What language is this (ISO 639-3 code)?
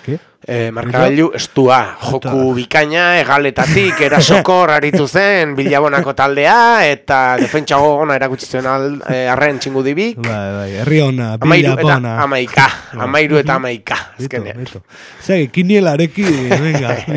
eus